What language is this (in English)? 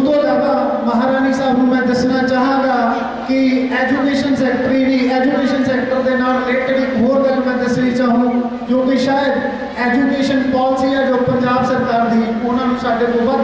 Punjabi